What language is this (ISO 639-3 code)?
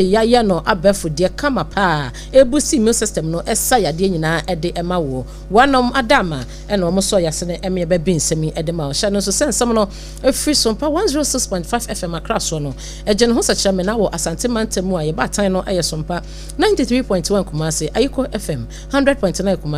aka